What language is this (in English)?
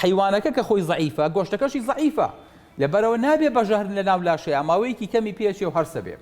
Central Kurdish